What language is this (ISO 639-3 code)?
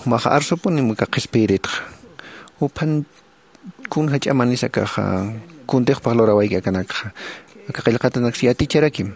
aym